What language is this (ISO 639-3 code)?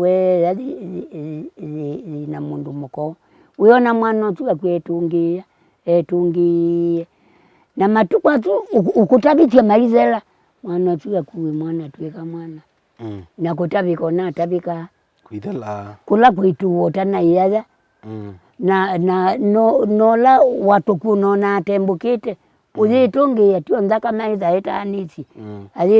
kam